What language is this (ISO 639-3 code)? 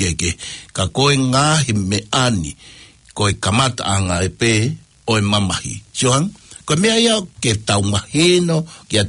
ton